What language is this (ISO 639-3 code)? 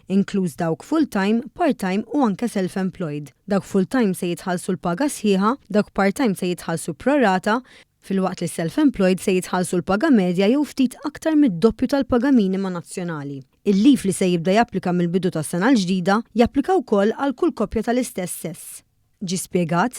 mlt